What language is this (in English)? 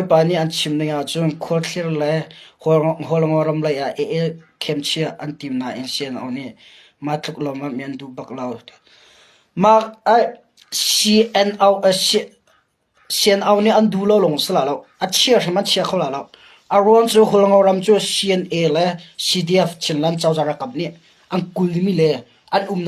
Hakha Chin